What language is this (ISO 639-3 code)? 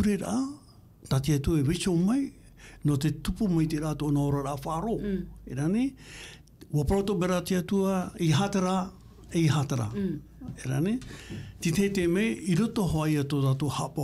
tah